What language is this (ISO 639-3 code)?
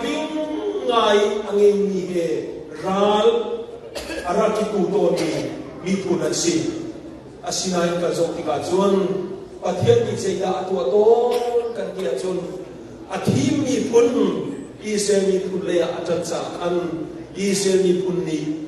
cnh